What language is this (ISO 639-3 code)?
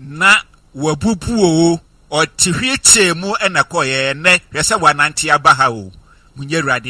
aka